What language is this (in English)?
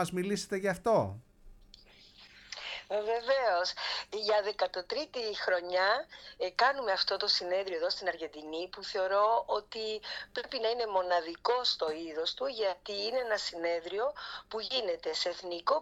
Greek